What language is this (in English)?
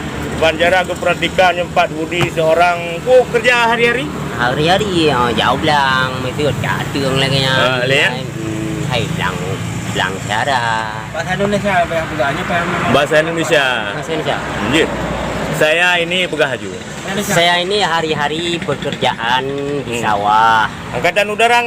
Achinese